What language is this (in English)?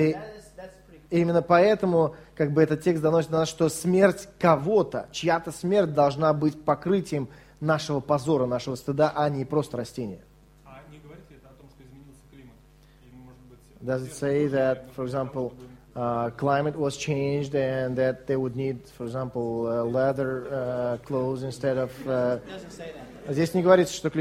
Russian